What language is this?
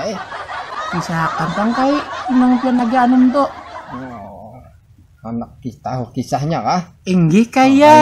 Banjar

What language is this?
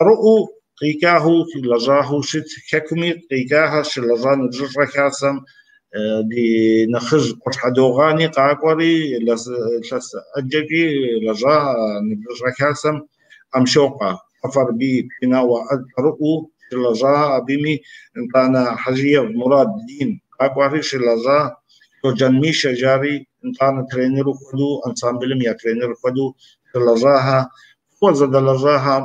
Kabardian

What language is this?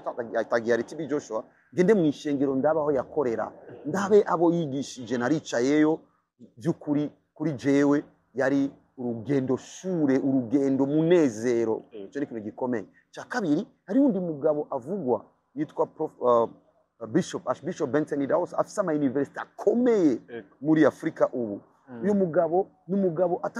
Rundi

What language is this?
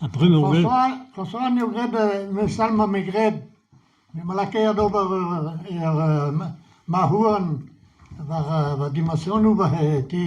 Breton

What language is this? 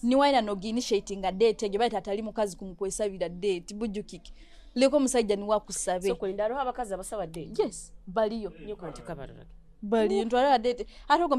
Nyoro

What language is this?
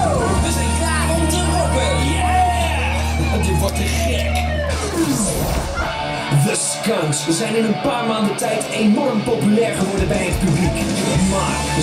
Dutch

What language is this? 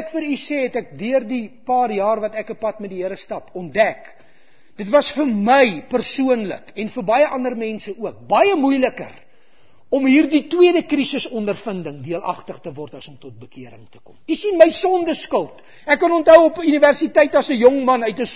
Afrikaans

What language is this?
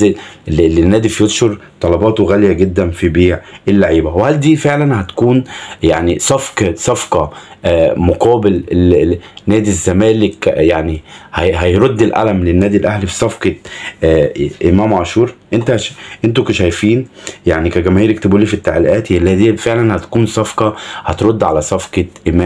Egyptian Arabic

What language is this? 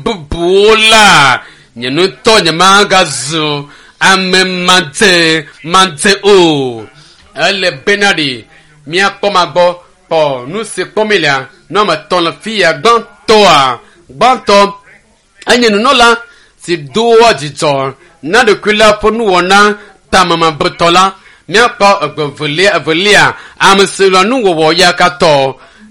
Ewe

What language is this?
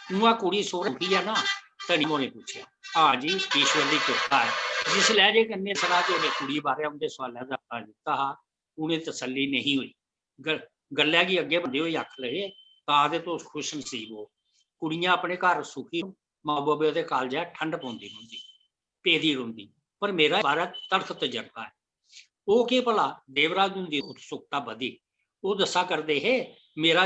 Dogri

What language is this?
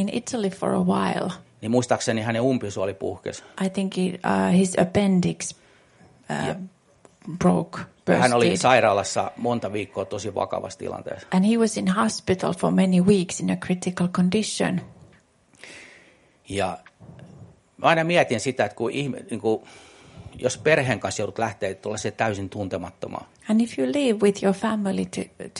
Finnish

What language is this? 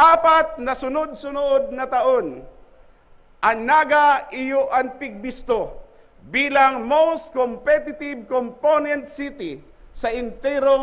Bikol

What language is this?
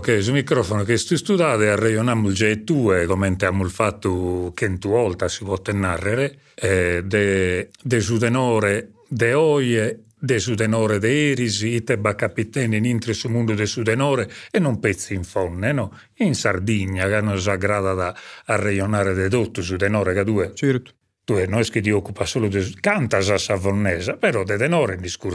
Sardinian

